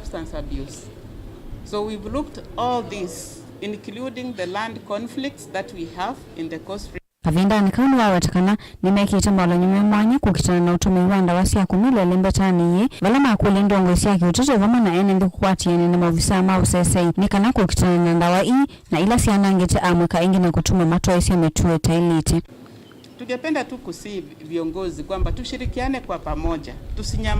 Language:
Kamba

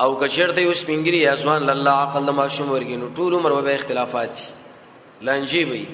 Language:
Pashto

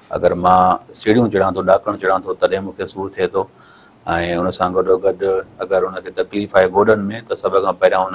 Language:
Sindhi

